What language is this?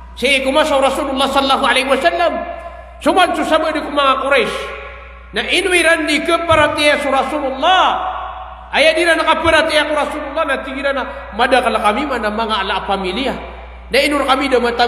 Maranao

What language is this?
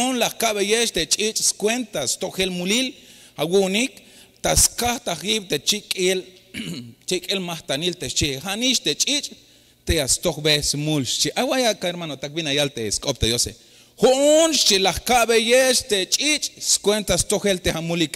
Tzeltal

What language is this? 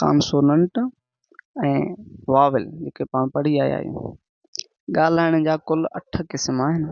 Sindhi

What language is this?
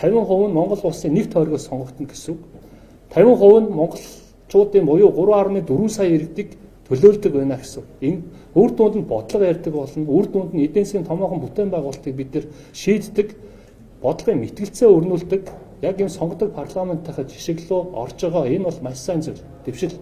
Mongolian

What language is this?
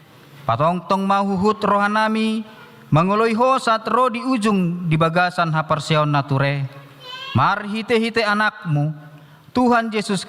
Batak Toba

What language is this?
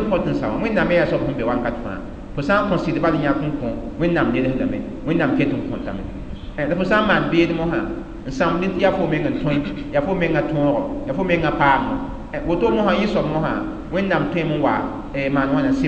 Mossi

